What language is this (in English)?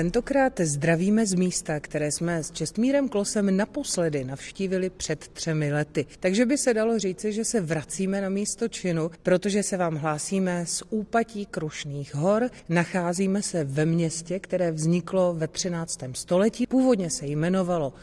Czech